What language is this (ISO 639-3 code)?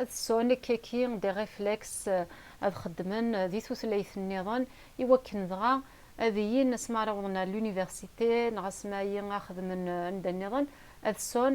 kab